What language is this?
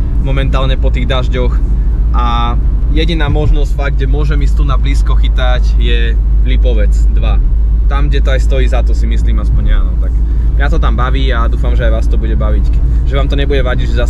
Slovak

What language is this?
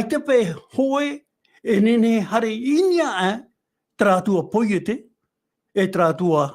Tahitian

